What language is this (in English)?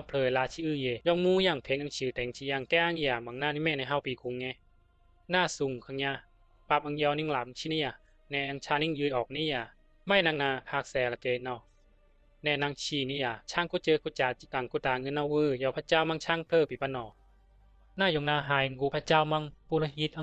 Bisu